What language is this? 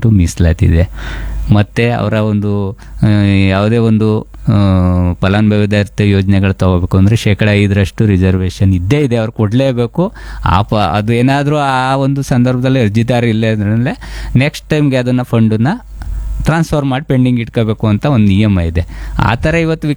Kannada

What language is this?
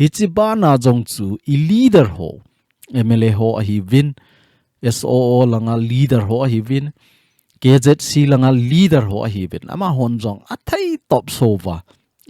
Thado Chin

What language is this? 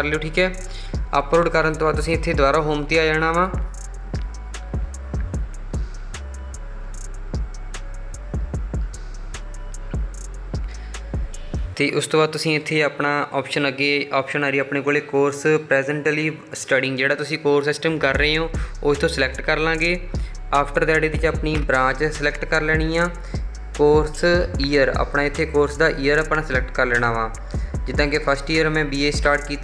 Punjabi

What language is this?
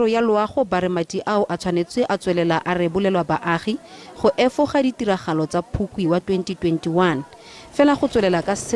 Tswana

